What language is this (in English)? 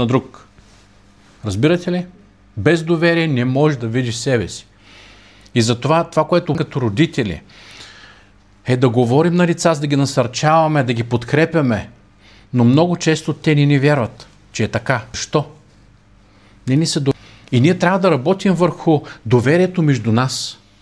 Bulgarian